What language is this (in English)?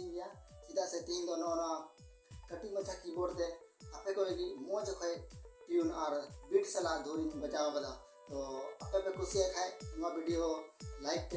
Santali